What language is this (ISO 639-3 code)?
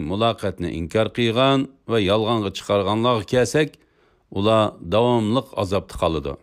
uig